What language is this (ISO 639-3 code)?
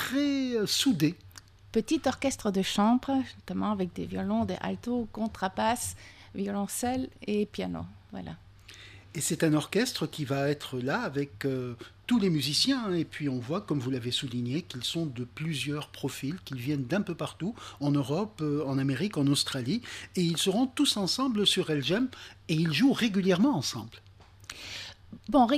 fra